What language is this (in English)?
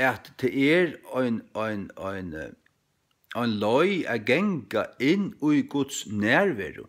Faroese